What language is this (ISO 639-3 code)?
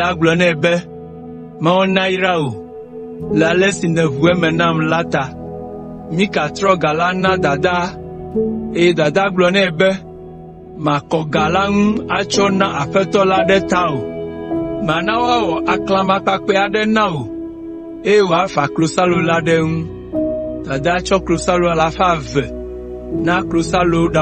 ewe